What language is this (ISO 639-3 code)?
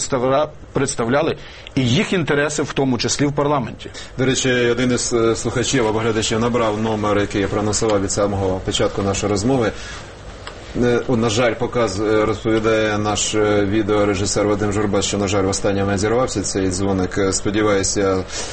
ukr